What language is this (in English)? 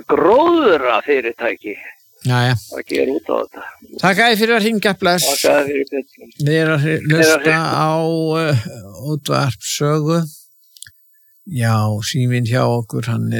Icelandic